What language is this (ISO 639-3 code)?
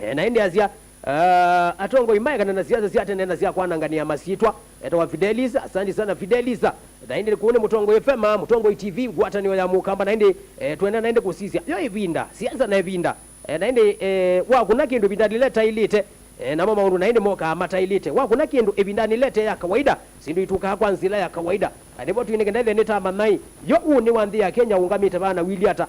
kam